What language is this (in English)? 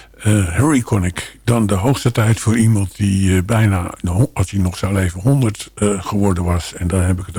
Dutch